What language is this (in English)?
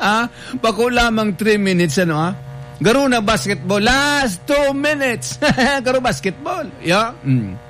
Bikol